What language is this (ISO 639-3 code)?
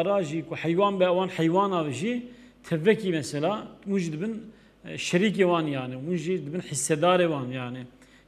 kur